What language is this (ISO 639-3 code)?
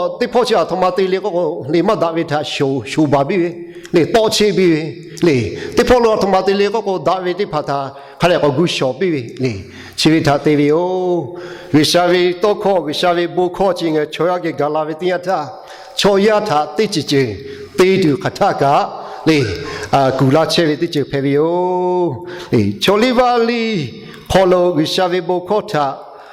lhu